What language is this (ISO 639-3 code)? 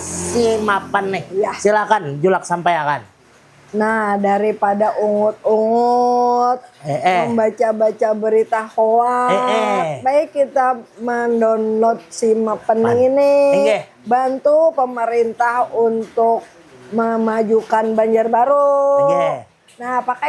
bjn